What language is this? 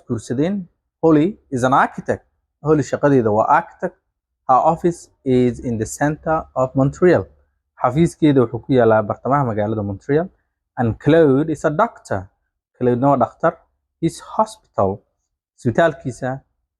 Somali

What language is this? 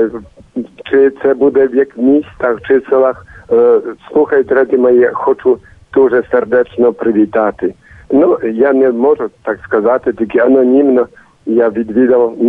Ukrainian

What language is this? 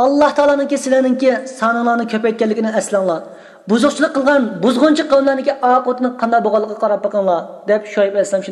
Uyghur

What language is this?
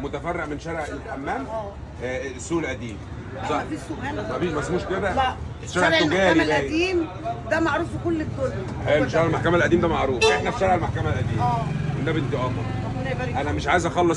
Egyptian Arabic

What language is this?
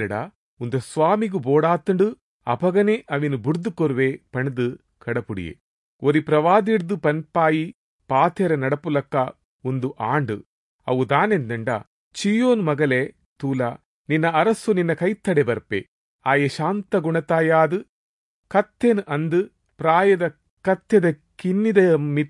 Tulu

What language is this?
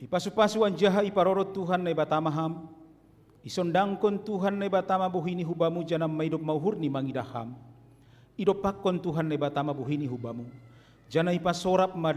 Batak Simalungun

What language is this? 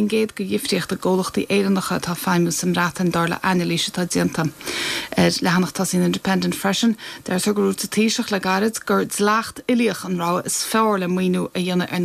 Irish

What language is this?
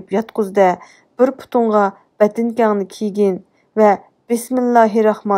Uyghur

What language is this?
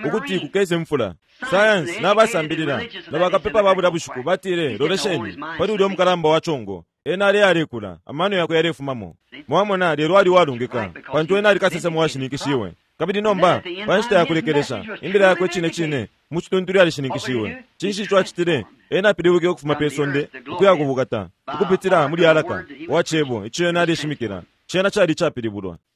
Bemba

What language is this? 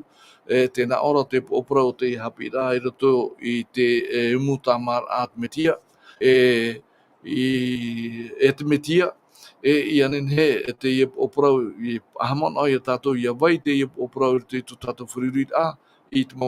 Tahitian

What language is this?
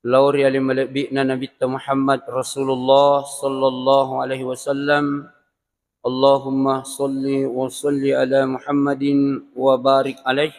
Buginese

